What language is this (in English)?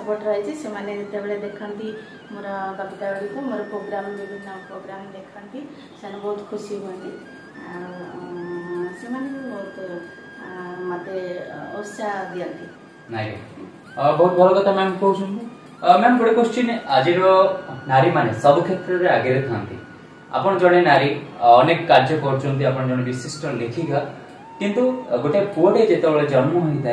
Odia